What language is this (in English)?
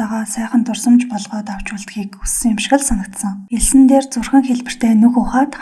Mongolian